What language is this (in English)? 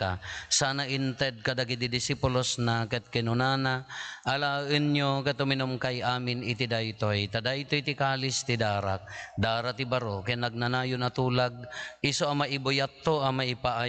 Iloko